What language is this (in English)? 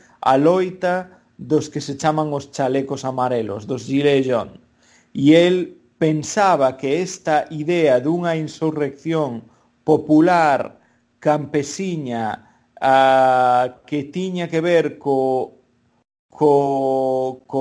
Galician